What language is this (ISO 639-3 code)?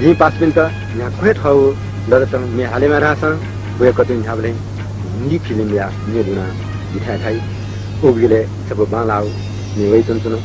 new